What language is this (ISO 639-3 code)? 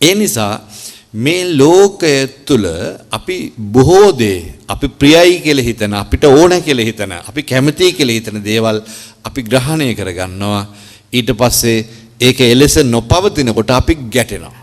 sin